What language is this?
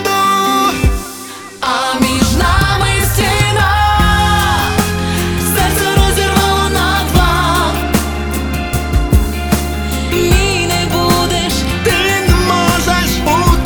Ukrainian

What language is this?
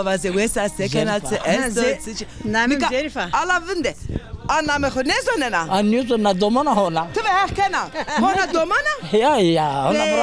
Zaza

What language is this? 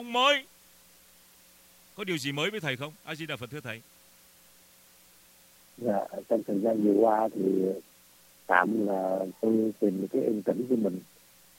Vietnamese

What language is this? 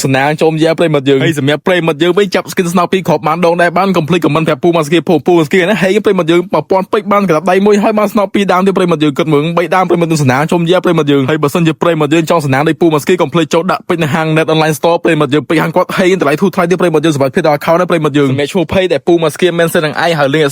Khmer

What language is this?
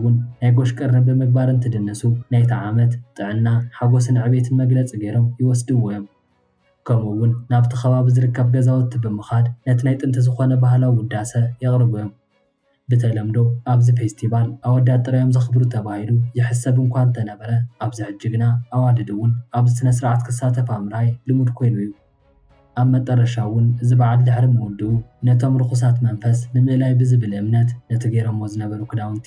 Tigrinya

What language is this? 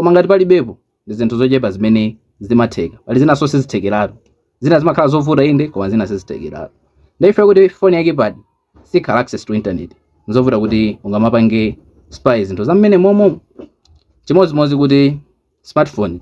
Nyanja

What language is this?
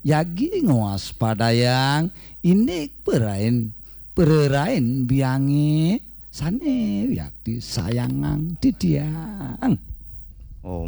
Balinese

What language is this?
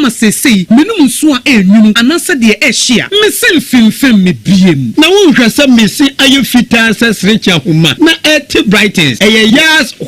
Akan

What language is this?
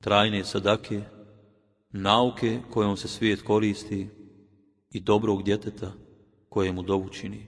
Bosnian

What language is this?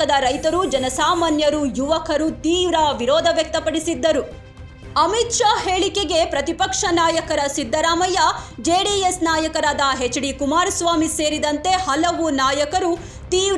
Kannada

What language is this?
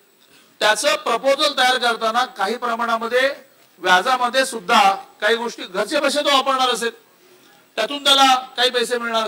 Marathi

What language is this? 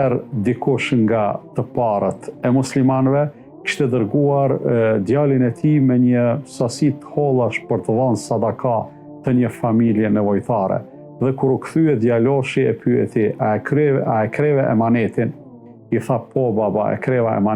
Albanian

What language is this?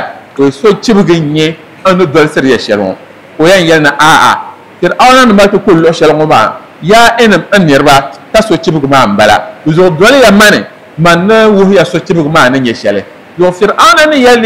Dagbani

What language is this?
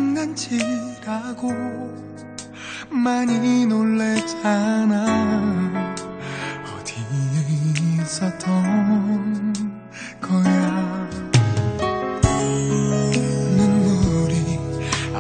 Korean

